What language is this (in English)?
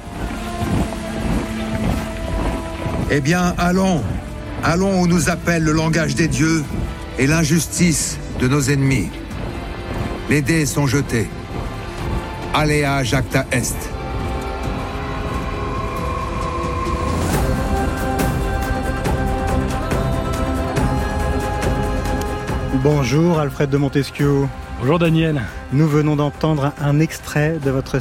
French